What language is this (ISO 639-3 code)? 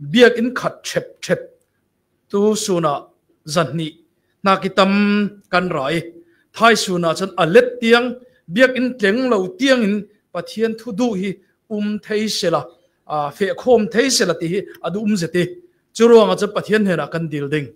cfm